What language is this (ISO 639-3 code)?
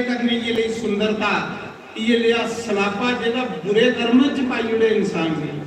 doi